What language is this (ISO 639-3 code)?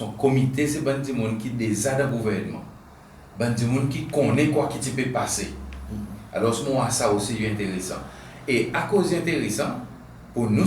crs